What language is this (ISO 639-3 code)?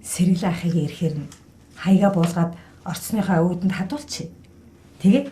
mon